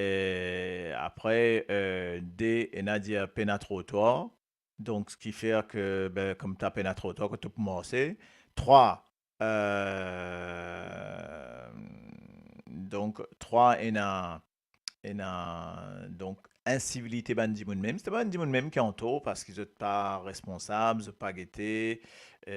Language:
Morisyen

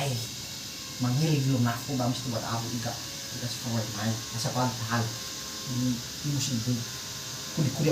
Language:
Nias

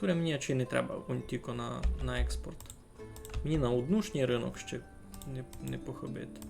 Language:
Rusyn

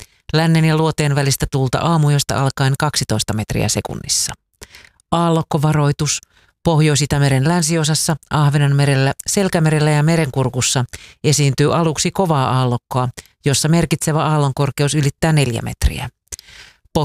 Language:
Finnish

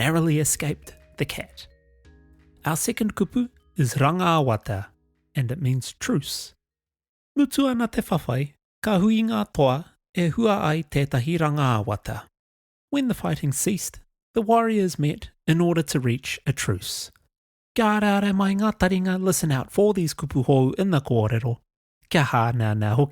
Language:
Māori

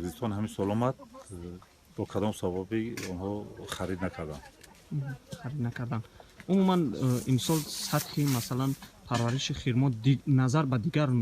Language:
Tajik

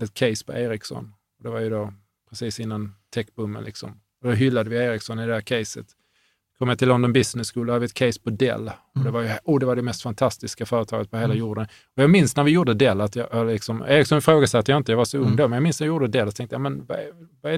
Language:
Swedish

